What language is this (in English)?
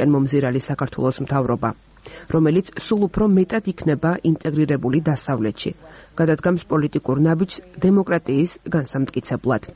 Georgian